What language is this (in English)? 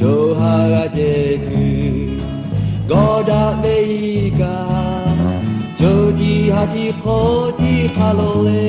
Lahu